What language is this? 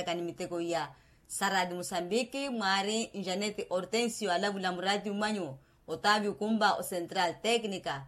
Makhuwa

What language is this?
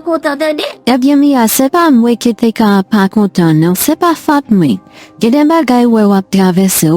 Haitian Creole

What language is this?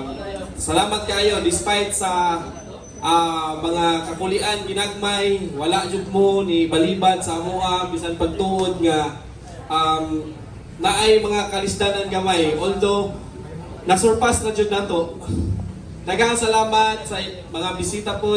Cebuano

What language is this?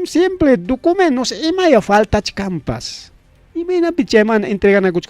Ayacucho Quechua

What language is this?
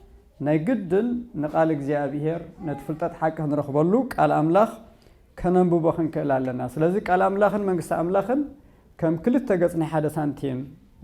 Tigrinya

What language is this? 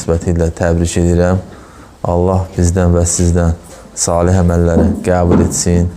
Azerbaijani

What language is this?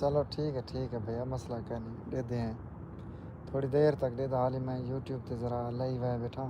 Saraiki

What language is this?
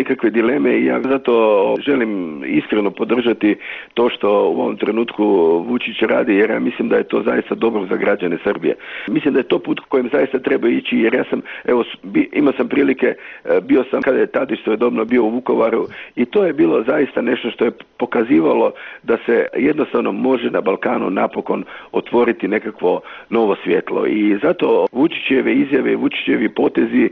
Croatian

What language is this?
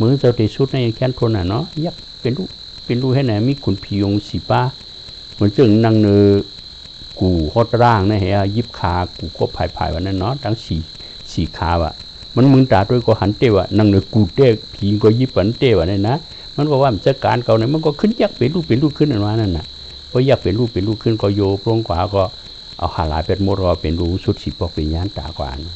Shan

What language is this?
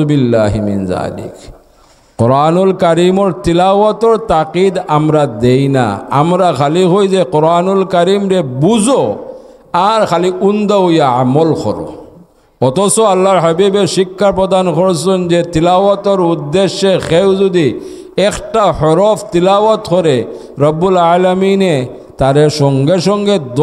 Sylheti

